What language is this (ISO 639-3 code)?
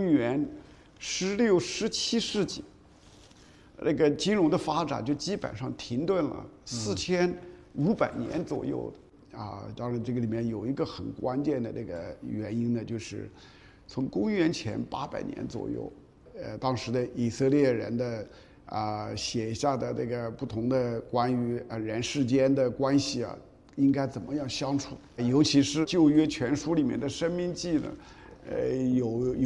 zho